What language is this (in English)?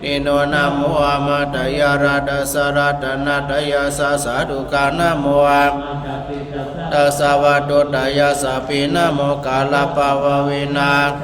Pali